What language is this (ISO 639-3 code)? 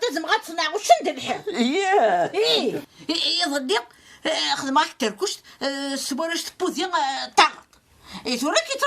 kab